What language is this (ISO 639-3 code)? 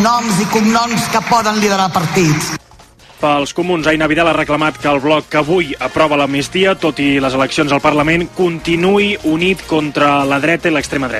cat